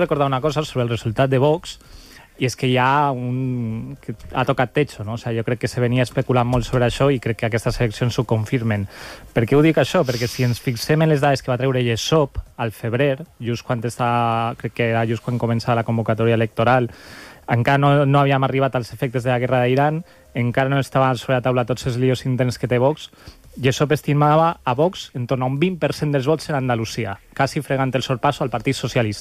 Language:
Catalan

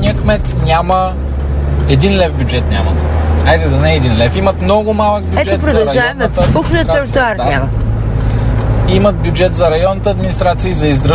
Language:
Bulgarian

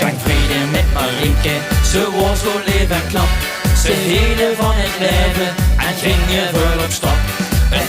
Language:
Limburgish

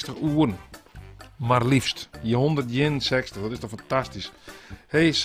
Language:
Western Frisian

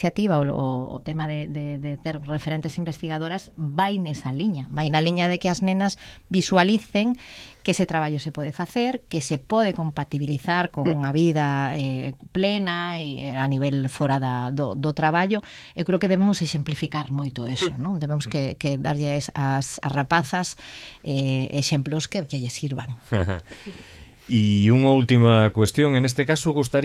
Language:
Galician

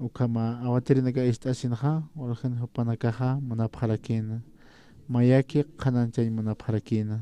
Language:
Aymara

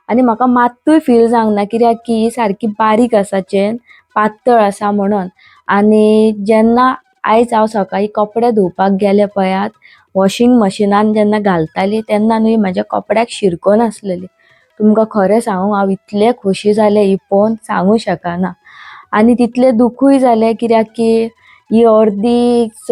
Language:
Konkani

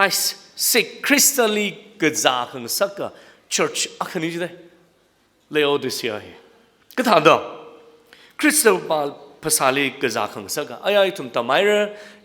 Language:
Tangkhul Naga (India)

